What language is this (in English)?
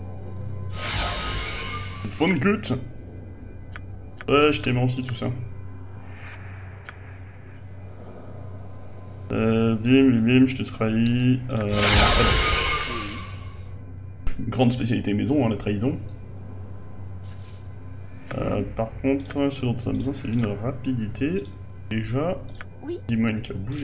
French